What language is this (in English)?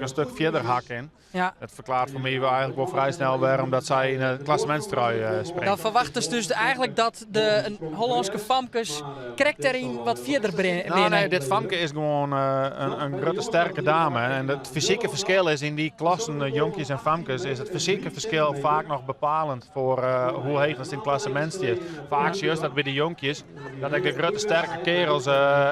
Western Frisian